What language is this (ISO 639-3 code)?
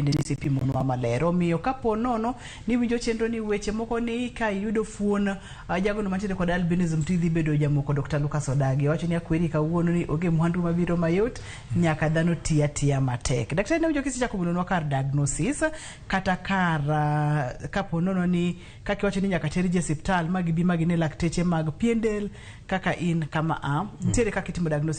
luo